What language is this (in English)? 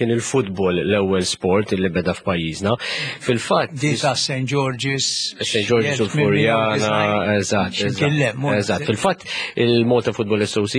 Maltese